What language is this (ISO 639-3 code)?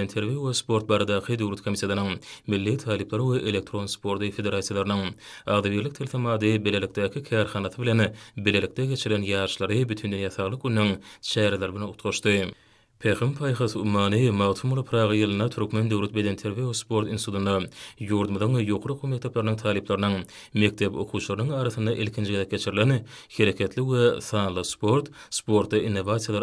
tuk